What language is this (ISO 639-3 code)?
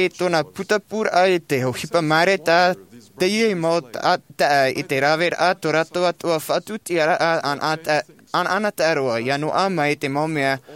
tah